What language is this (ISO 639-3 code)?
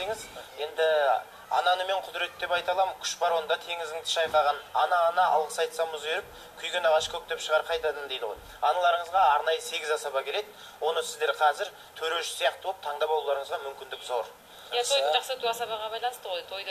kaz